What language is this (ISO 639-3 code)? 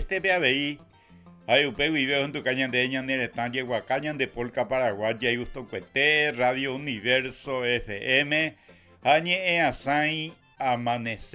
grn